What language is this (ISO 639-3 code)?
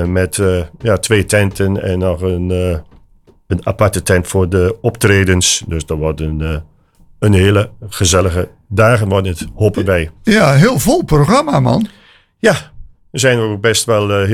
nld